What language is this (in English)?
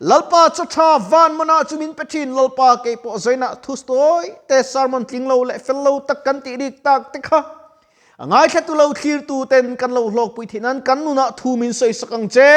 Mizo